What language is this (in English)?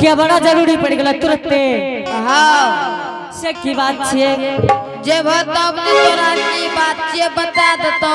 Angika